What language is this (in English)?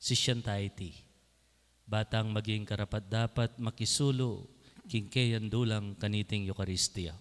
Pampanga